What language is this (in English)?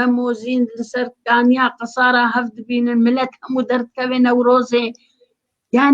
Kurdish